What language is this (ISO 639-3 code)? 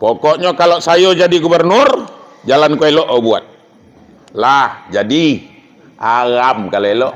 min